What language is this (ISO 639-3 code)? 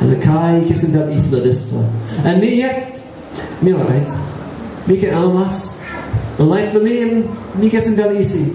tpi